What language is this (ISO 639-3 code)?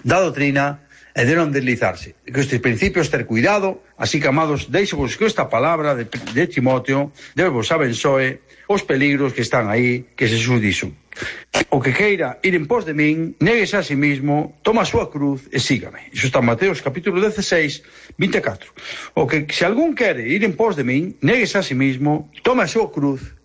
glg